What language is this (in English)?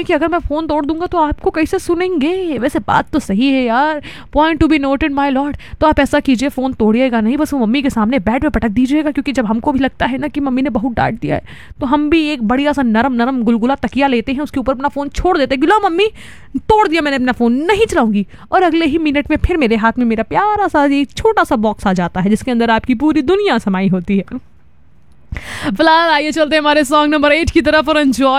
Hindi